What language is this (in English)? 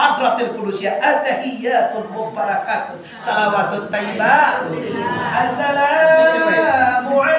Minangkabau